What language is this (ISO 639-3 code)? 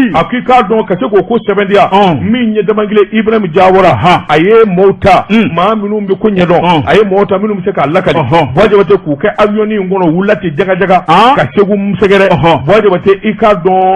bam